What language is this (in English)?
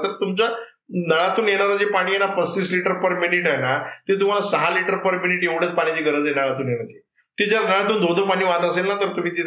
Marathi